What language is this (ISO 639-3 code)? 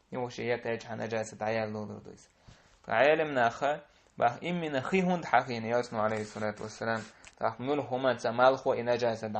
che